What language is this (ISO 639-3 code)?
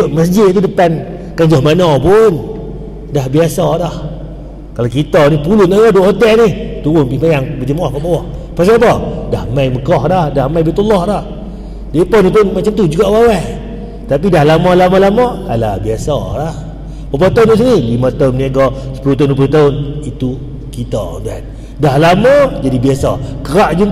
msa